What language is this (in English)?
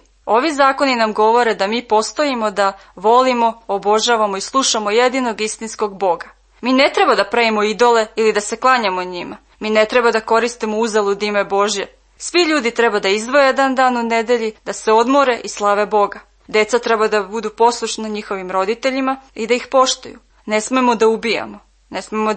Serbian